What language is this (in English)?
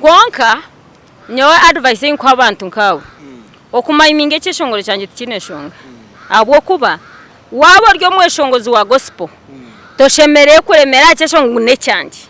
Nyankole